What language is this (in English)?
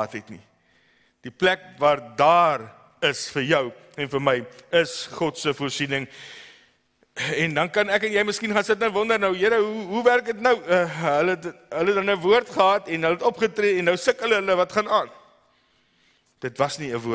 Afrikaans